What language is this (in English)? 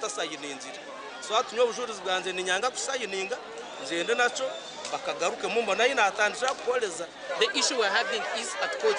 Nyankole